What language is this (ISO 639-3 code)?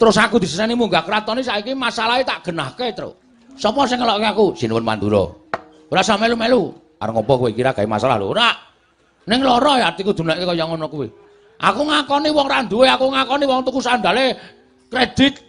jav